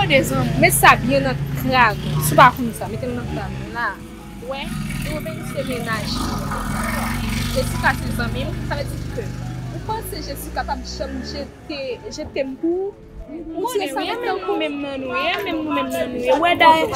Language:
Haitian Creole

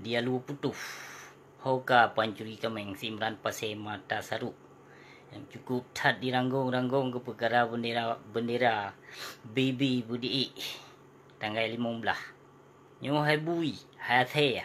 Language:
Achinese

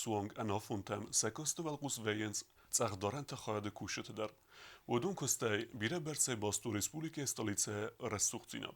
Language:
Ossetic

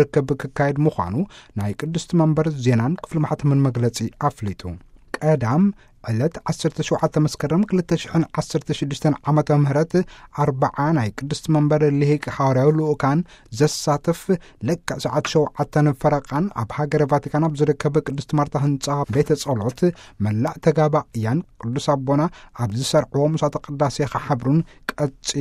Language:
Tigrinya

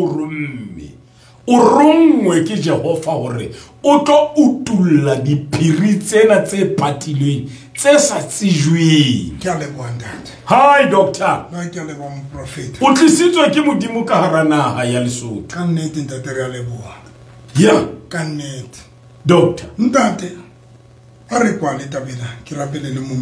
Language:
Southern Sotho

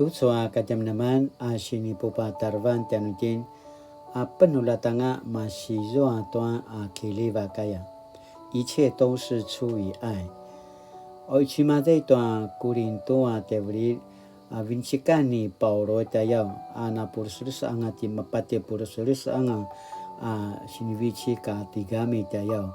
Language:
Paiwan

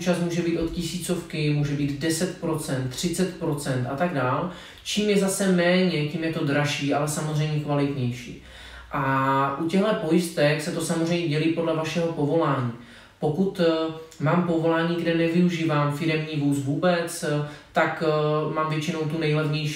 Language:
Czech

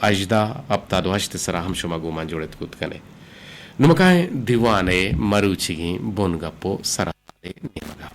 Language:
Eastern Balochi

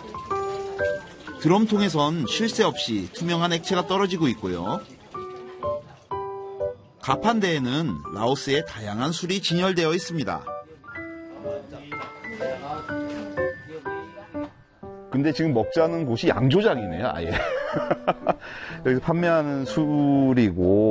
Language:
Korean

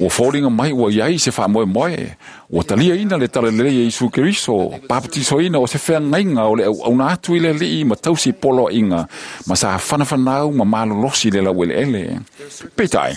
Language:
Samoan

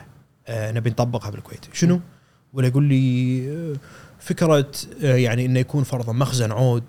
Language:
Gulf Arabic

